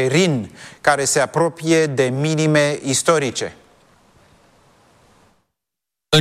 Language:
Romanian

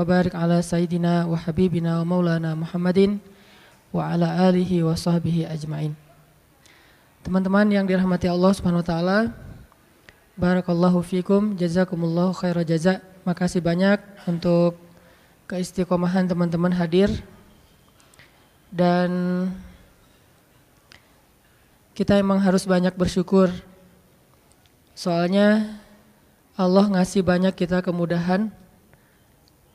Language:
Indonesian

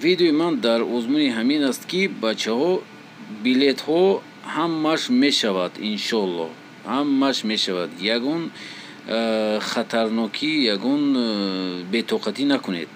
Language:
Tajik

